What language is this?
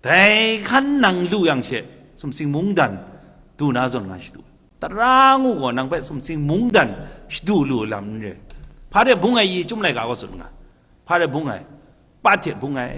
Kachin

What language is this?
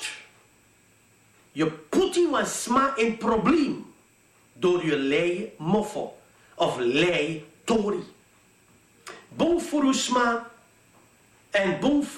Dutch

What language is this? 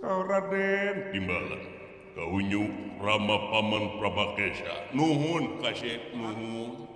Sundanese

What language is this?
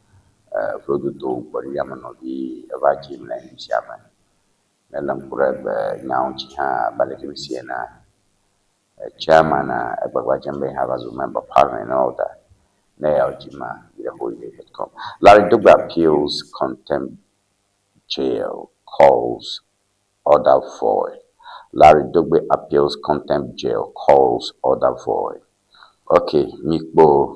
Ewe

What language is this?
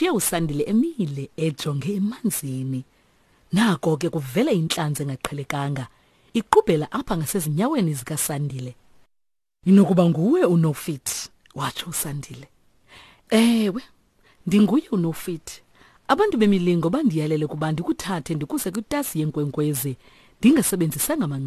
Xhosa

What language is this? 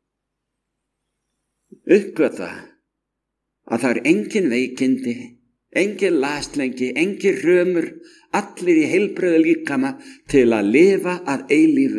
Icelandic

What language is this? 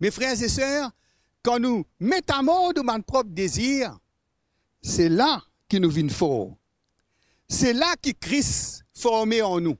Morisyen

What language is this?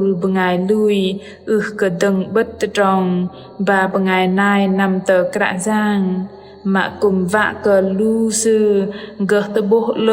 Bahnar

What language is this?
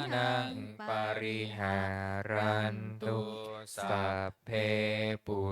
Pali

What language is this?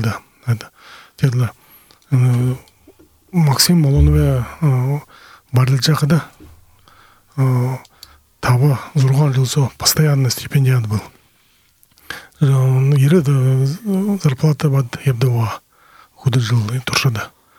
Buriat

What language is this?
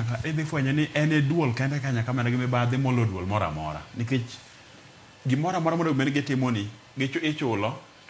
Luo (Kenya and Tanzania)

